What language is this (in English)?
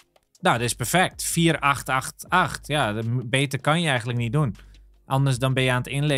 Dutch